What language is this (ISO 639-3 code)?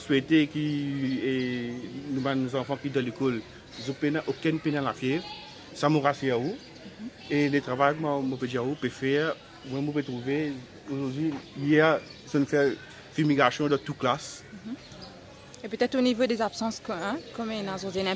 mfe